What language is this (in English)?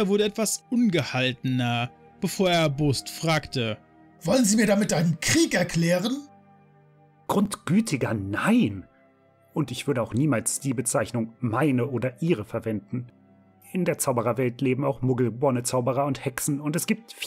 German